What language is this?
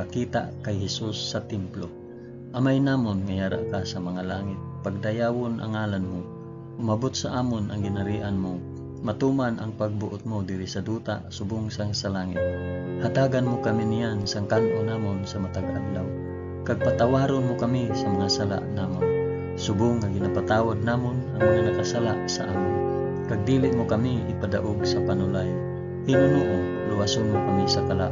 Hiligaynon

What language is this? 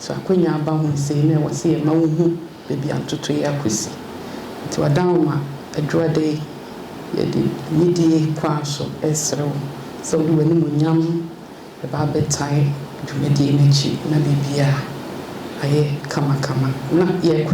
Akan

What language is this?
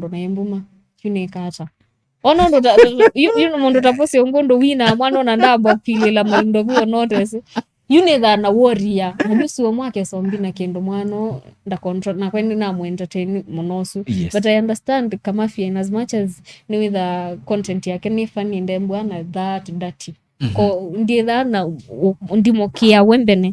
Kamba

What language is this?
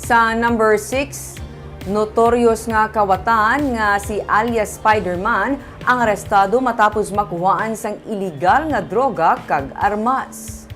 Hiligaynon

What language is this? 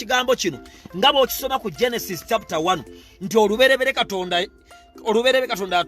Ganda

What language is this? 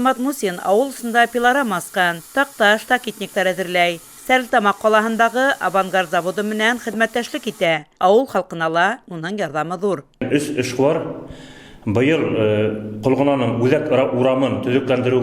Bashkir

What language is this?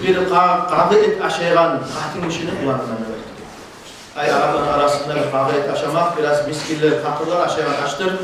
Kumyk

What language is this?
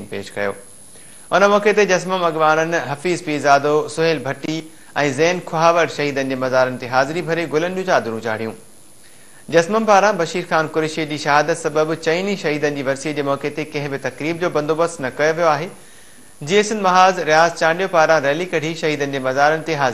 Sindhi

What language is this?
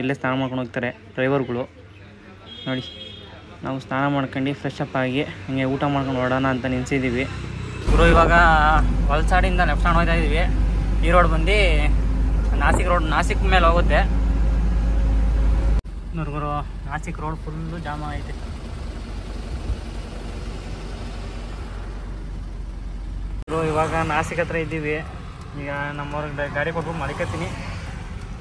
Kannada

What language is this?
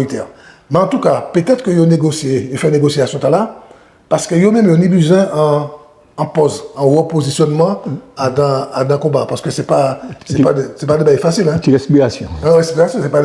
Guadeloupean Creole French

